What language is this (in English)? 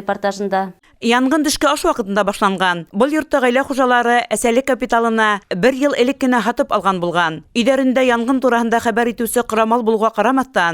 Bashkir